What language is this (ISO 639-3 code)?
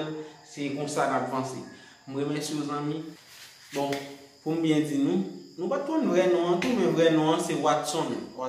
hat